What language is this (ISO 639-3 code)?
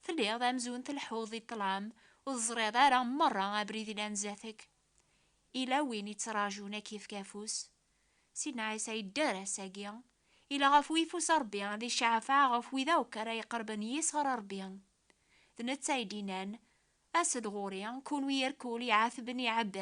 kab